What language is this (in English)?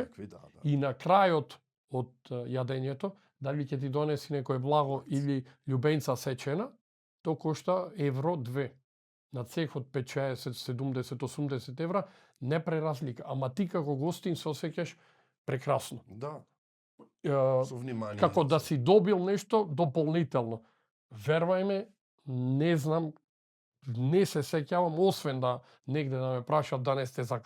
Macedonian